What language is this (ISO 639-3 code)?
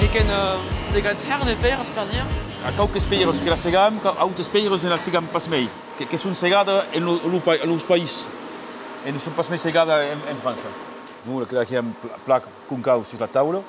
oci